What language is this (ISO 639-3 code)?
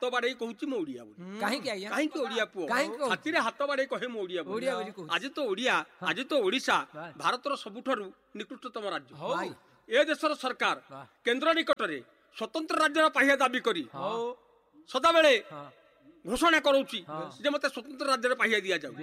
ori